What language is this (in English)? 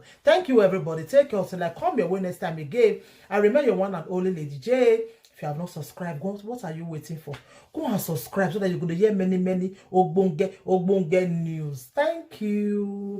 Nigerian Pidgin